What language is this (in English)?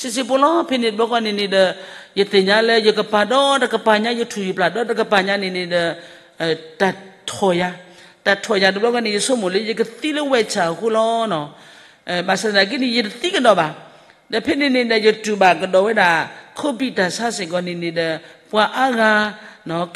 S'gaw Karen